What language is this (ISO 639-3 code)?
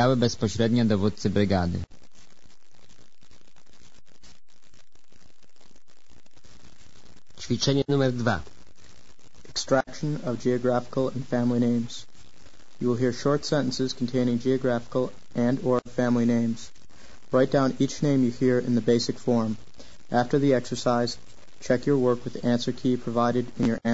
pol